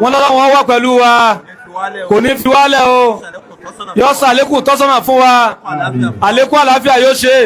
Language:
Yoruba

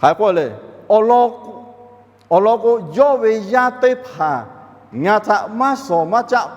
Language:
Lahu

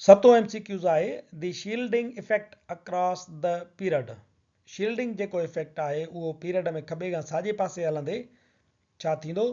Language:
Sindhi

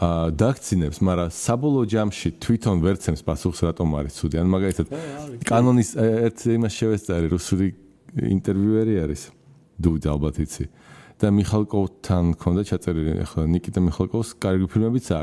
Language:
Georgian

